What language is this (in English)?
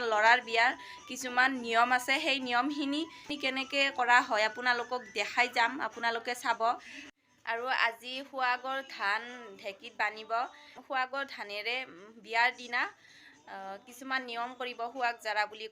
Assamese